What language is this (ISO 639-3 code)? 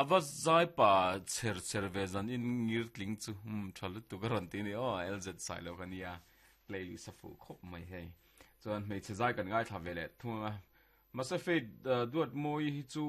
lus